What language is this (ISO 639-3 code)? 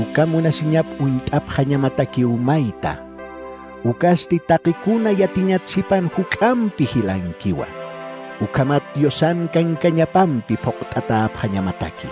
aym